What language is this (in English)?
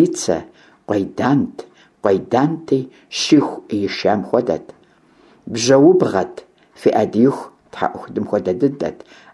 Kabardian